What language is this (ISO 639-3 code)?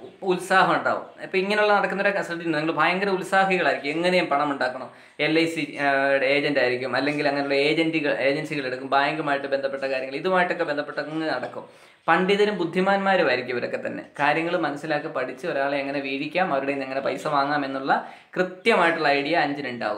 mal